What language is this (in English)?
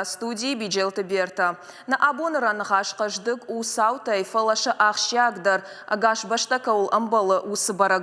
Ossetic